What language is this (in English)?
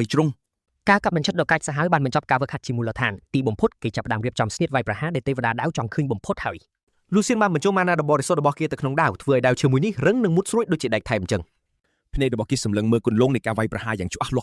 Khmer